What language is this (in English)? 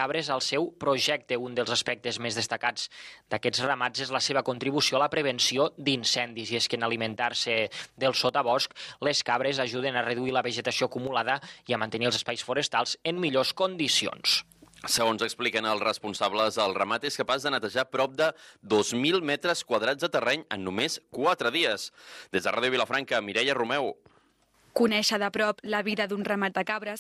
Catalan